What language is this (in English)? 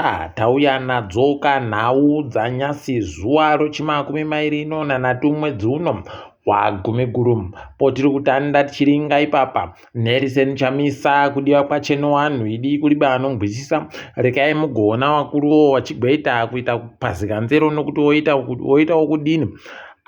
Ndau